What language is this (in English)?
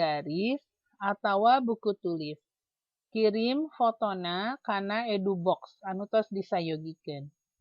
Sundanese